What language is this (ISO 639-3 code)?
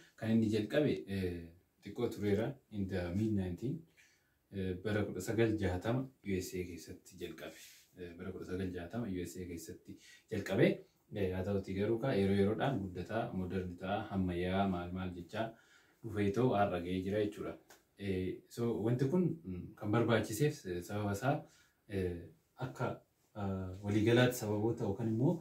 orm